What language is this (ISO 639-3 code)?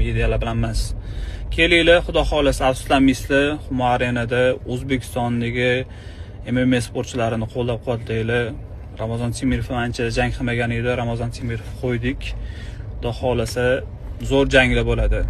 uzb